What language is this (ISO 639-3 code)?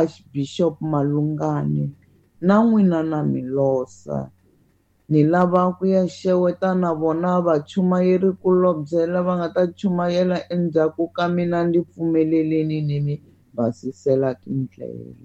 tso